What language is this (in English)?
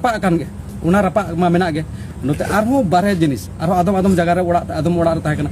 Santali